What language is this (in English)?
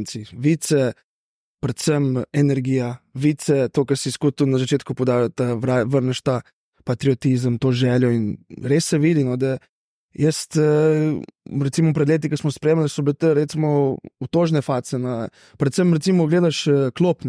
Slovenian